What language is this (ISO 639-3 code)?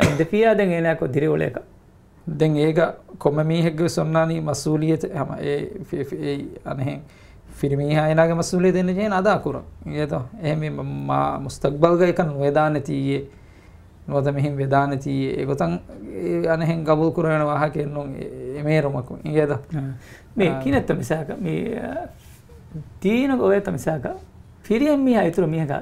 div